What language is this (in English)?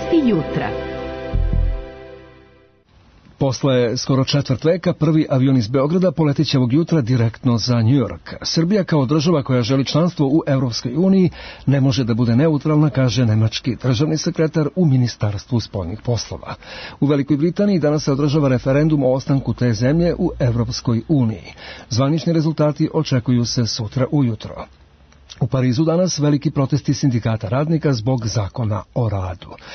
Serbian